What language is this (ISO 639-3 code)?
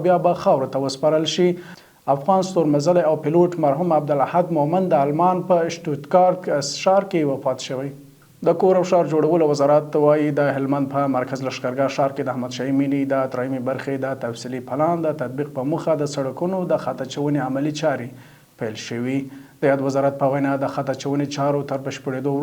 pus